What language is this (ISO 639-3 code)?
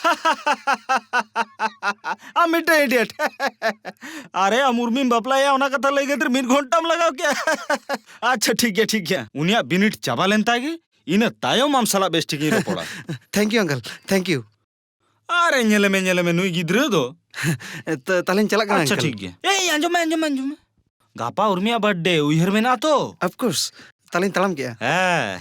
sat